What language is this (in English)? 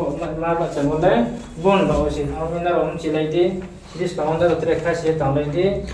Riang (India)